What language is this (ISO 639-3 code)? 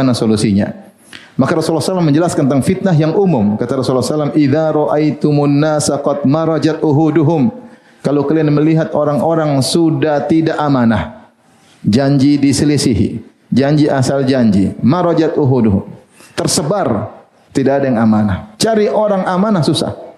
ind